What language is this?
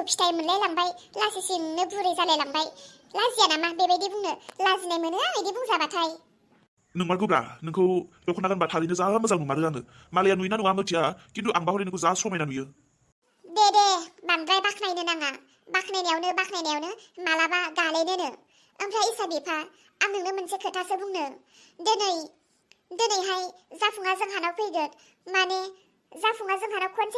Bodo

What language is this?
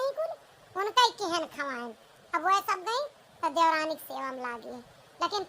Awadhi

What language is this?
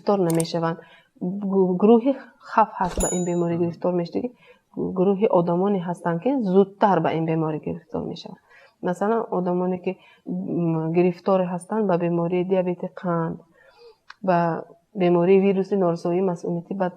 Tajik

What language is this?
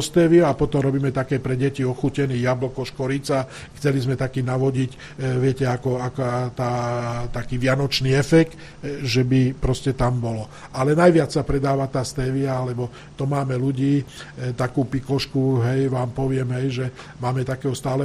Slovak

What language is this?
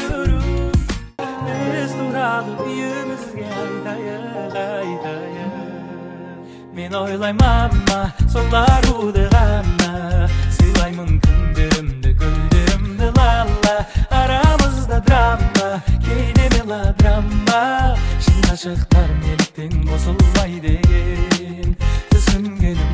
Kazakh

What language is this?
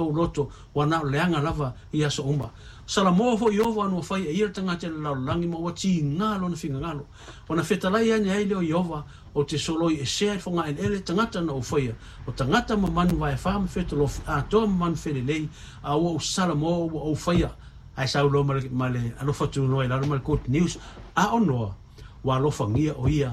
Samoan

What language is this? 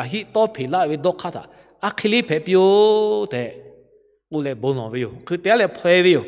Lahu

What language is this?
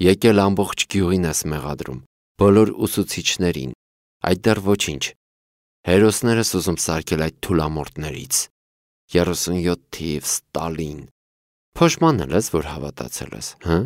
Armenian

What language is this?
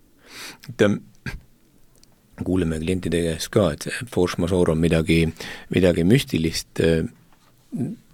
Estonian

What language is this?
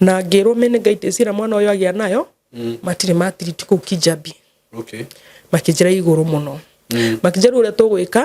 Kikuyu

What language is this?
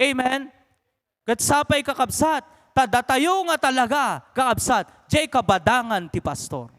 Iloko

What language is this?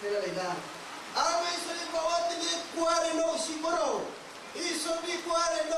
Riang (India)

